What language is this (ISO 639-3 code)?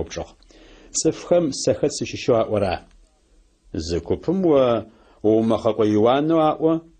ady